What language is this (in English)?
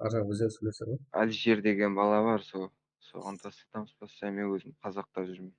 Kara-Kalpak